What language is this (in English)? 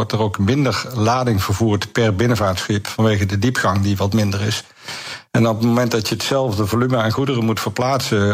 Dutch